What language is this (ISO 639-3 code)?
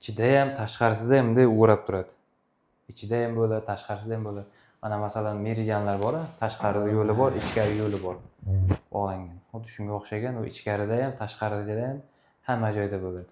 uzb